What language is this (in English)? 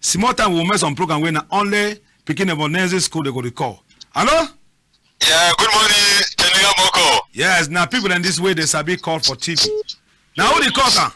Cameroon Pidgin